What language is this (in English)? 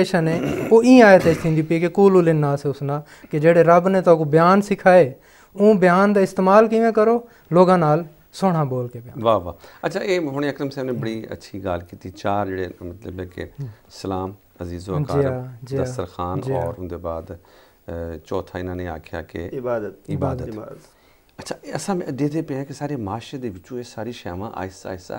Saraiki